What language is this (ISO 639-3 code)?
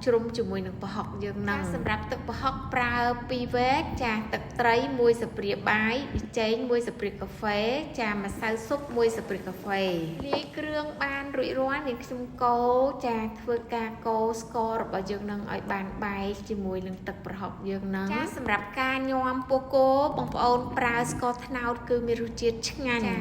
khm